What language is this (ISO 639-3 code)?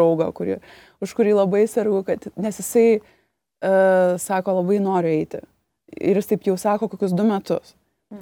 lit